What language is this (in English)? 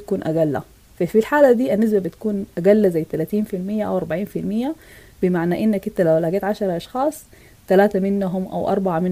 Sudanese Arabic